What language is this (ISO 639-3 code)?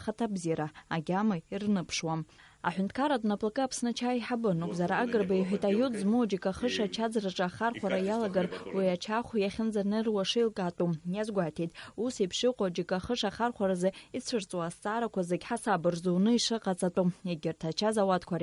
abk